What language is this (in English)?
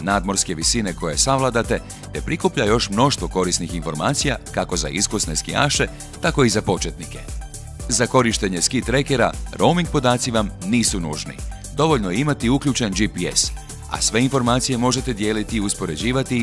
Croatian